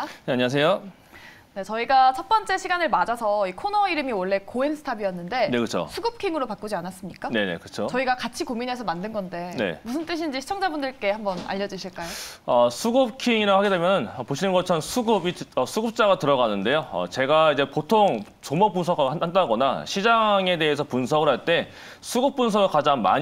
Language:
Korean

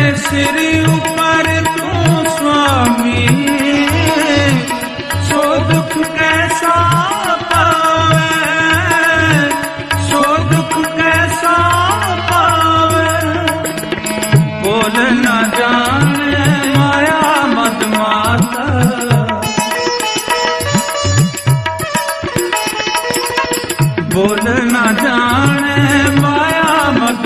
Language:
Punjabi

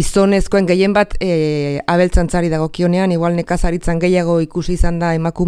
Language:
Basque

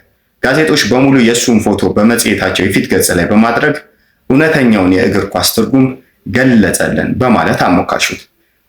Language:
Amharic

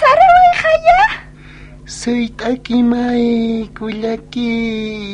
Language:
Aymara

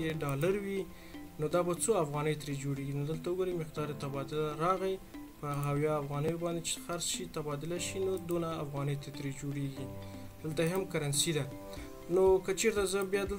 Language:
Pashto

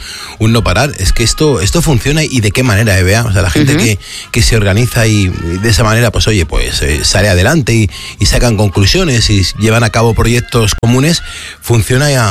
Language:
Spanish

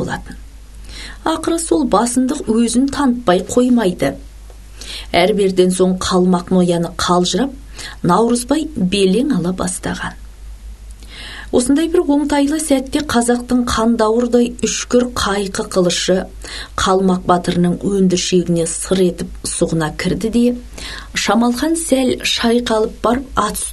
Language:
Kazakh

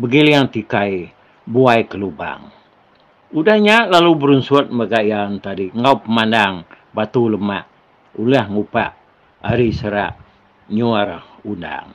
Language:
Iban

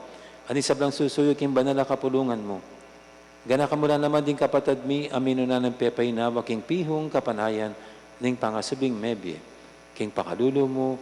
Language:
Pampanga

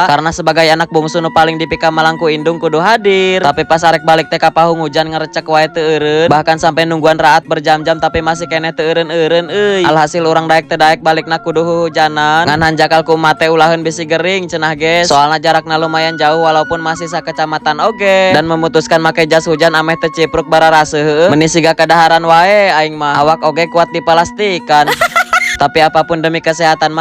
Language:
Sundanese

